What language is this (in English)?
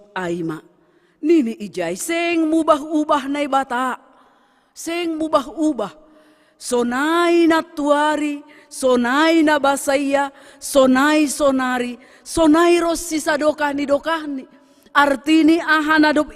Batak Simalungun